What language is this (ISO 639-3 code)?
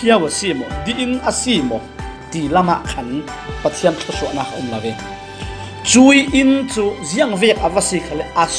cfm